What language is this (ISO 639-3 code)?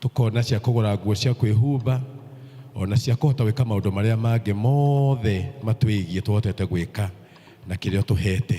kik